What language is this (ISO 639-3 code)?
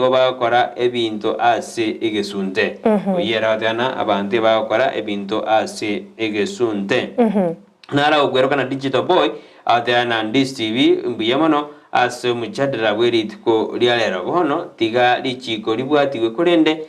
guz